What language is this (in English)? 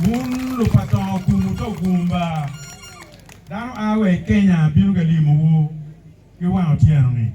Acoli